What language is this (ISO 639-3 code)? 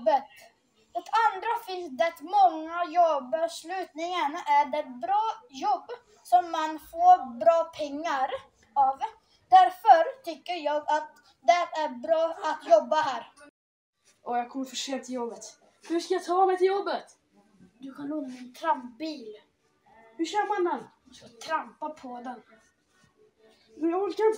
swe